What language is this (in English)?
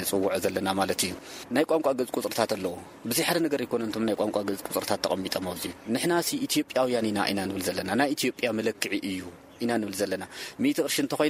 Tigrinya